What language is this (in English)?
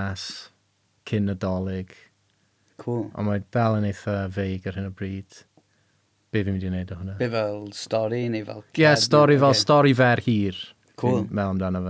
Welsh